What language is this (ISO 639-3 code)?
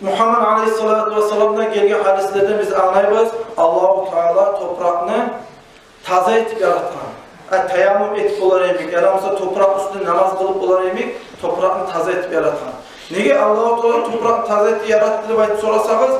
kum